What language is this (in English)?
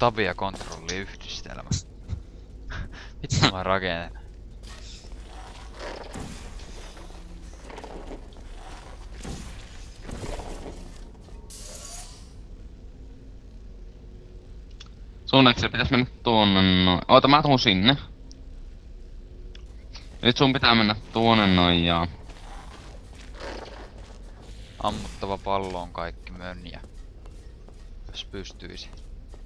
Finnish